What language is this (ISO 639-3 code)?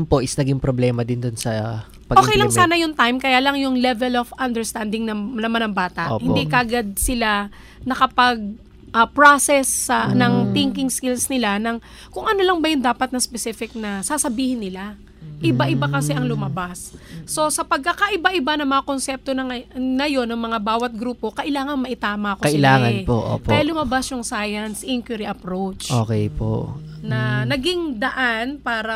fil